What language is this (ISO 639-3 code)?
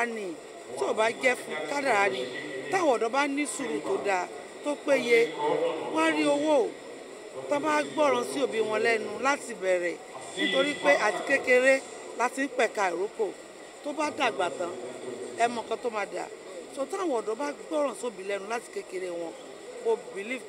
yor